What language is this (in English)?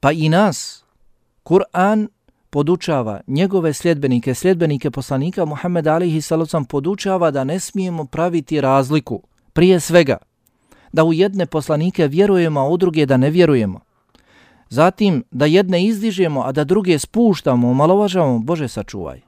Bosnian